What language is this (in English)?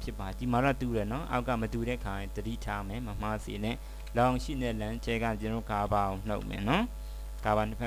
Burmese